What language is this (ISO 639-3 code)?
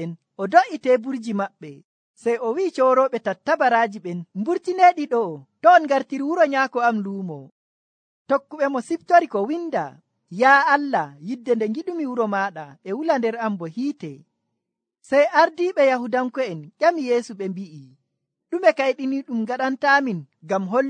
fuv